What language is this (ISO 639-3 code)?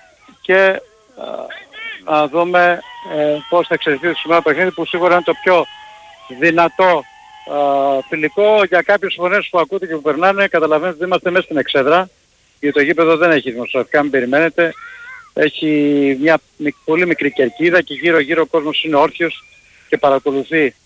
ell